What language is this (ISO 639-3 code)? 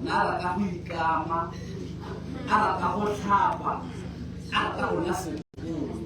tsn